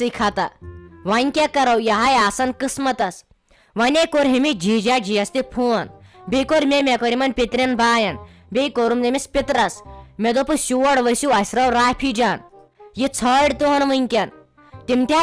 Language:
Kashmiri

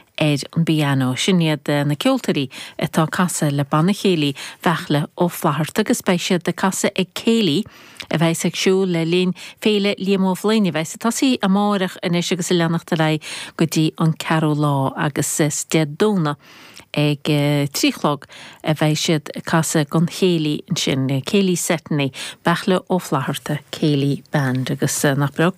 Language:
Irish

